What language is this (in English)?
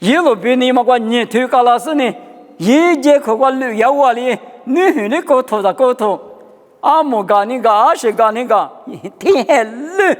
Lisu